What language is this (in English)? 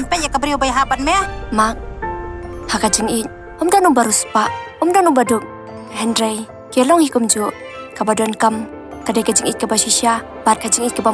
Khasi